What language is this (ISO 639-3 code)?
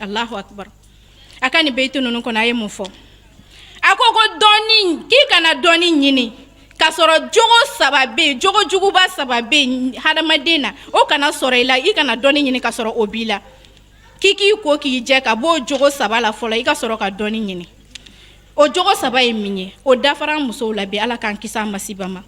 bam